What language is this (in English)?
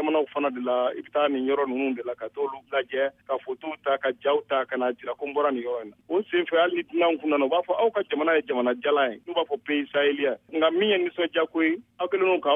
Bambara